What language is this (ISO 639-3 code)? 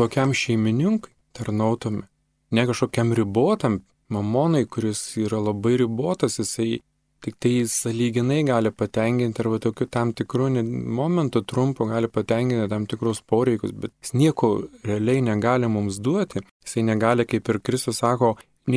lit